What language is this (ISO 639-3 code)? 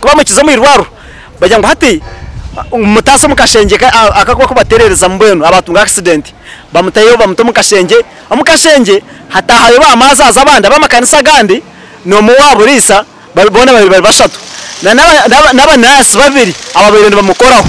nyn